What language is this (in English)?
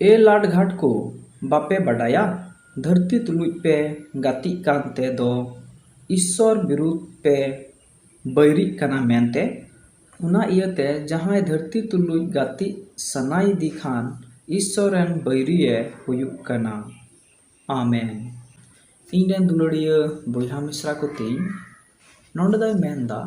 Santali